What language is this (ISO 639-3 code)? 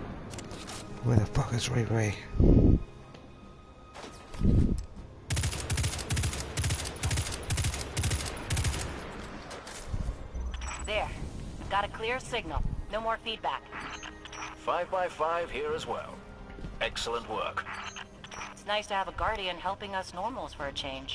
eng